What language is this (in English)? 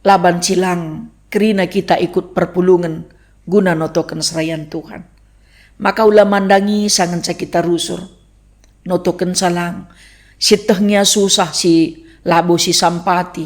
Batak Karo